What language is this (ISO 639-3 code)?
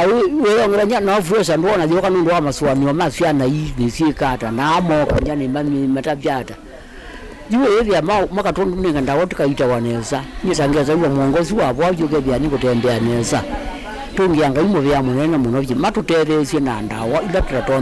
kam